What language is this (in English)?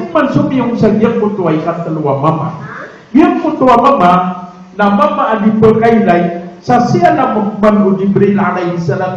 Maranao